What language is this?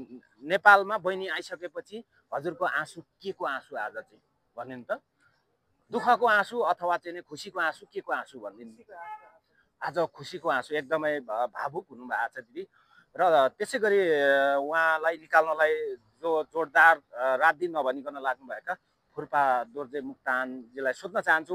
Nepali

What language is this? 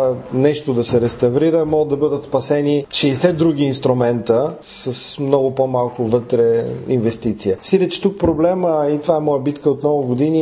Bulgarian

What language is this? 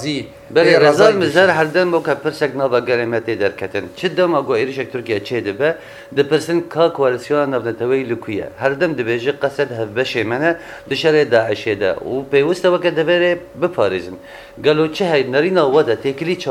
Kurdish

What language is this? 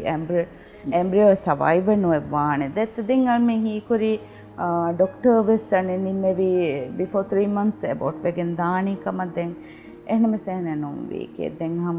Divehi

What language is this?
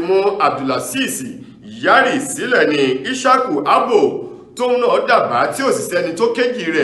Yoruba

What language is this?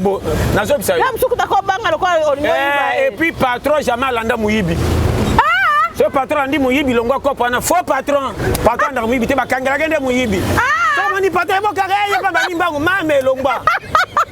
Lingala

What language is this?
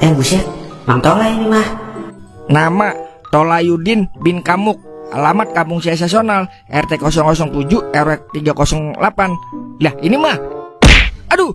Betawi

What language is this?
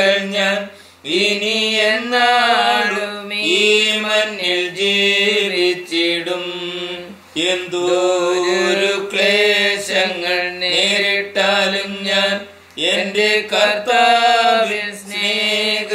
Malayalam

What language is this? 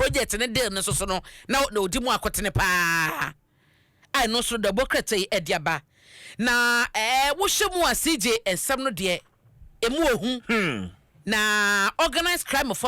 Akan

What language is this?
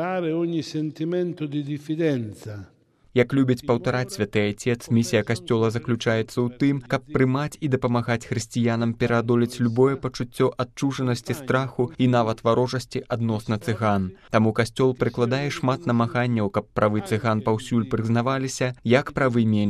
Belarusian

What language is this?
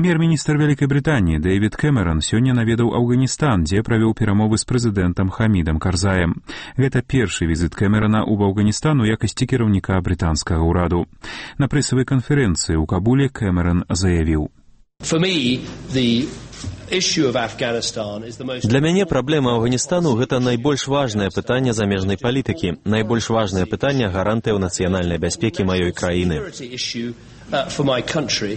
Belarusian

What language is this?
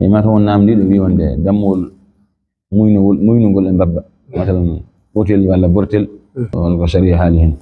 Fula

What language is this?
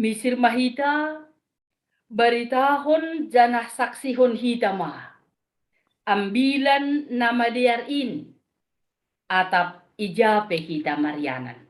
Batak Simalungun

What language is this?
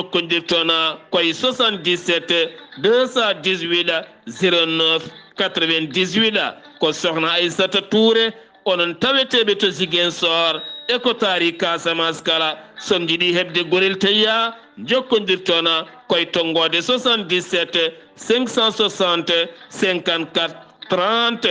Fula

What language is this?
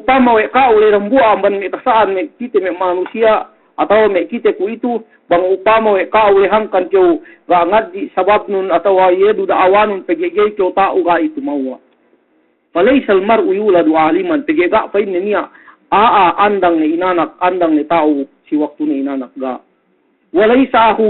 Yakan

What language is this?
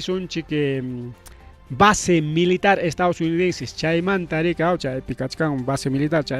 Ayacucho Quechua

